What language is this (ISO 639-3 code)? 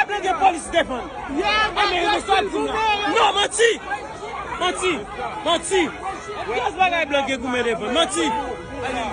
hat